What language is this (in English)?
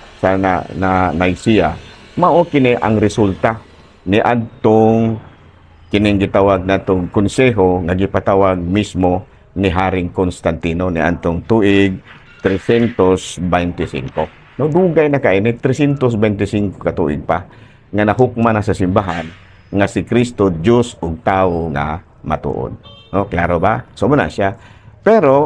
Cebuano